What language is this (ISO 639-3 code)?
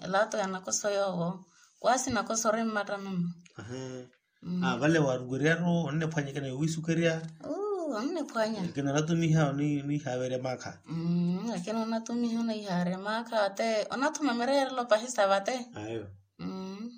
vmw